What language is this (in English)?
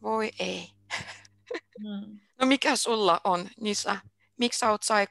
Finnish